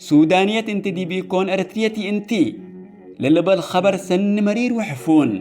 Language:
Tigre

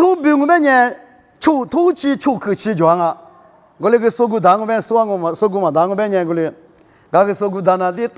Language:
Lisu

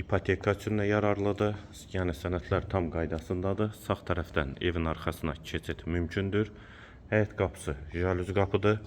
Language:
Azerbaijani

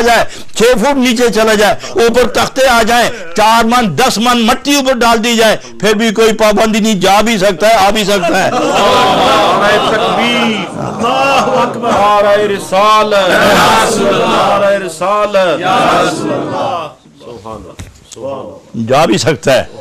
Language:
Urdu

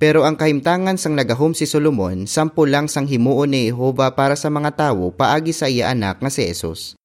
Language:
Hiligaynon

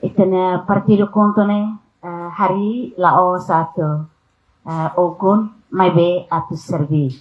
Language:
Tetum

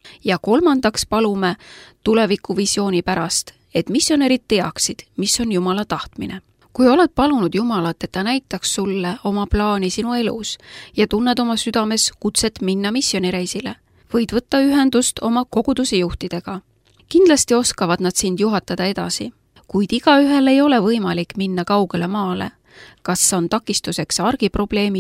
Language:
Estonian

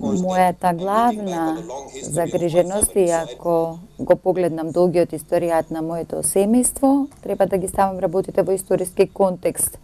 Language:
Macedonian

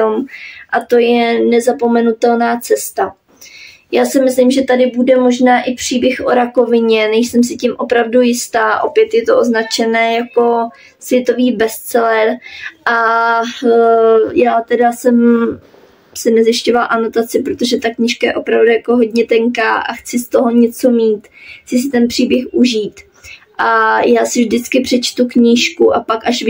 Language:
Czech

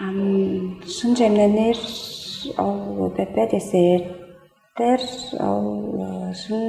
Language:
Tuvinian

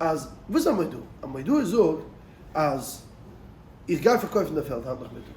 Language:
Yiddish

